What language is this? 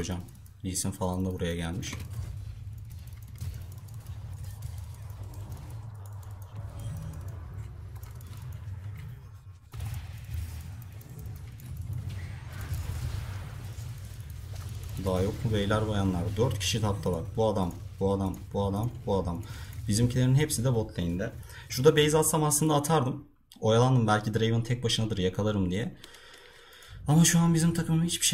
Turkish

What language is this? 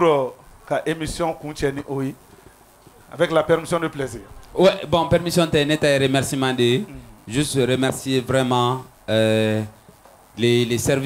French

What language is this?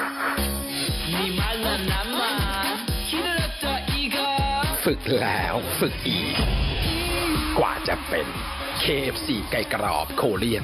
Thai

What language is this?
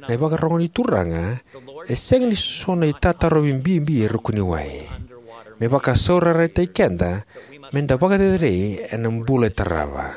Fijian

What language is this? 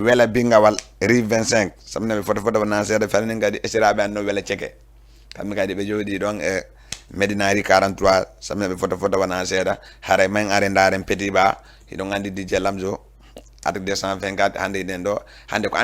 Fula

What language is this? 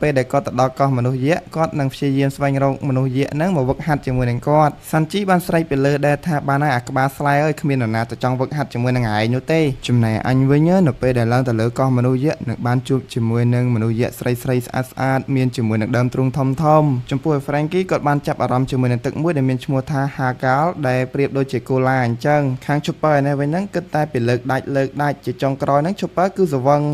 Khmer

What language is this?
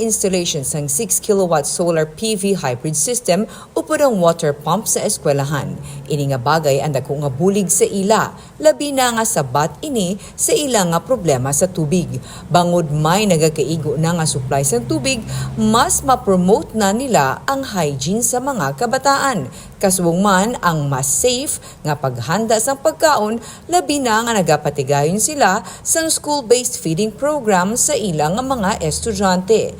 Hiligaynon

